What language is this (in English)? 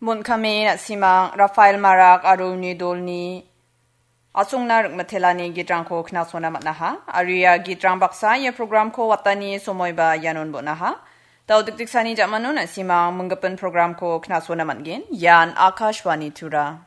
Garo